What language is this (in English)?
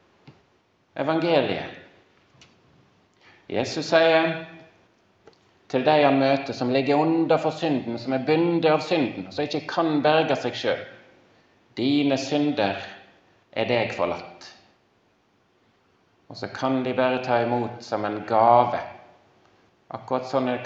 Norwegian